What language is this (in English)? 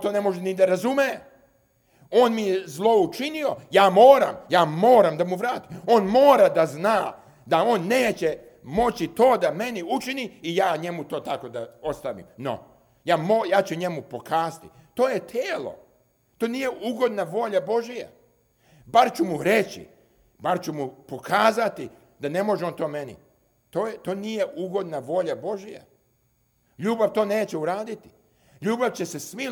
Serbian